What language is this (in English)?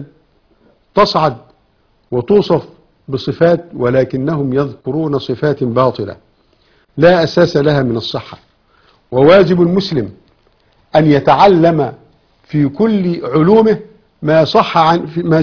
Arabic